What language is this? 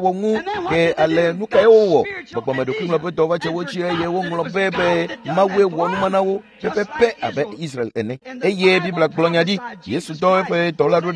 Ewe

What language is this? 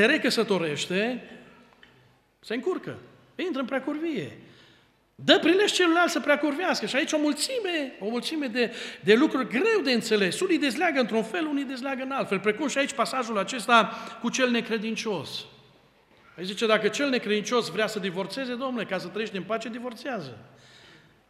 Romanian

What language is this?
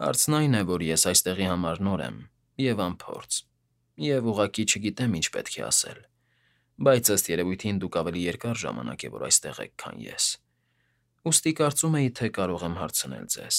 Armenian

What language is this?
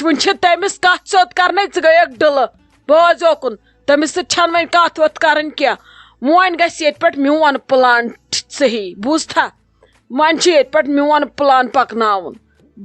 Kashmiri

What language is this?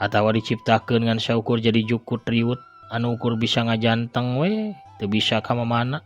Sundanese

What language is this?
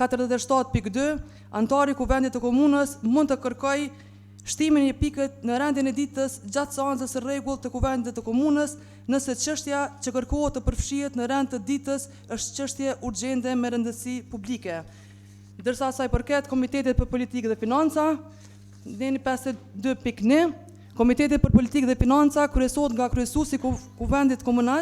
Albanian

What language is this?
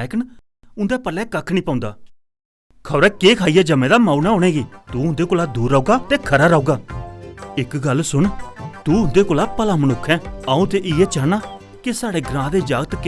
Dogri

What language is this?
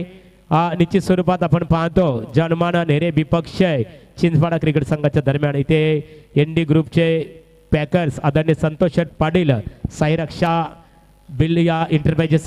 Marathi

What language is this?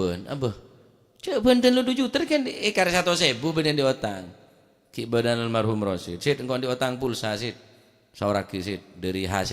Madurese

